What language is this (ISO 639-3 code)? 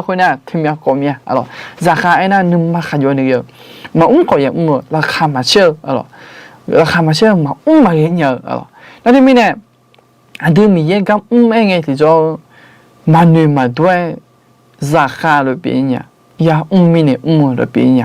ahk